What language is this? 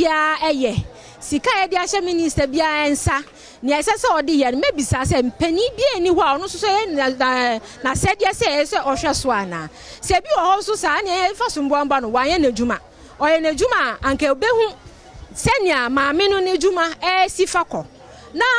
Akan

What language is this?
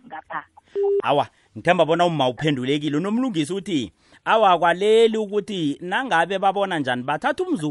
South Ndebele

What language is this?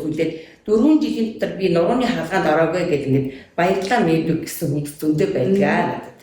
Mongolian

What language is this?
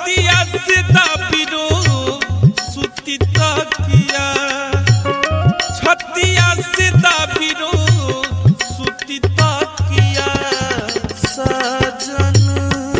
Bhojpuri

